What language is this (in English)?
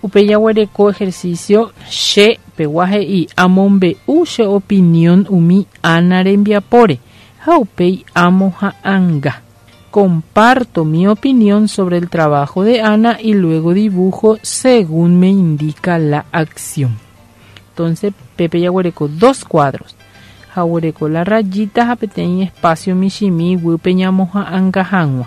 Guarani